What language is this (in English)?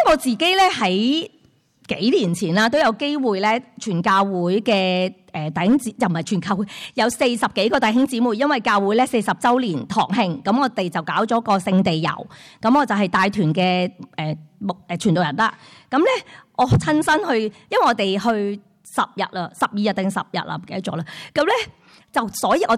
Cantonese